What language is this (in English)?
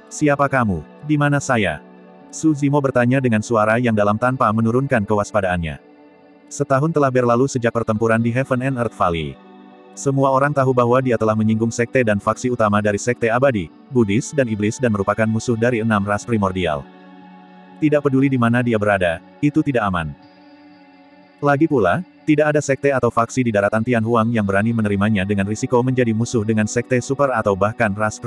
Indonesian